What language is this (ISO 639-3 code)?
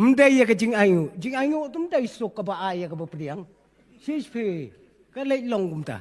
kha